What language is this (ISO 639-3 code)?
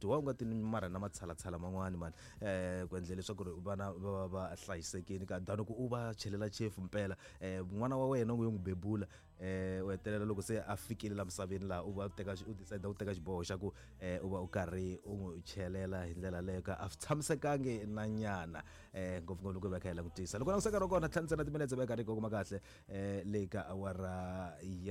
tso